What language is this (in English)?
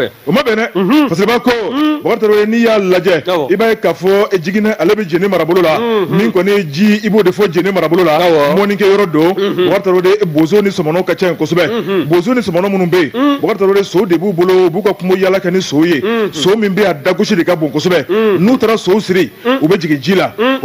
Bambara